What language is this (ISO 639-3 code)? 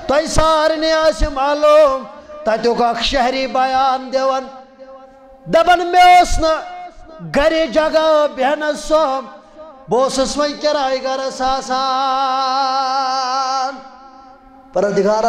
kas